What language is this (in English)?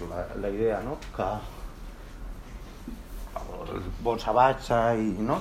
Catalan